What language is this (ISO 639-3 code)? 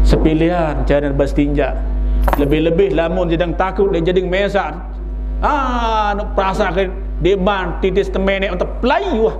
sas